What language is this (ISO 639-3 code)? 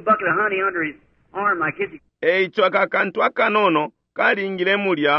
bem